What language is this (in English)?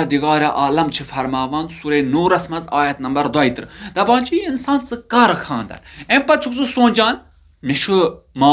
Kashmiri